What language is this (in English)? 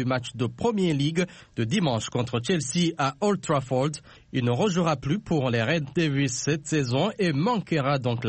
French